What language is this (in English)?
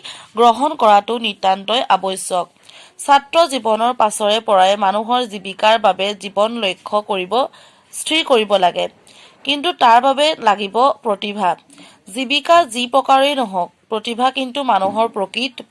Assamese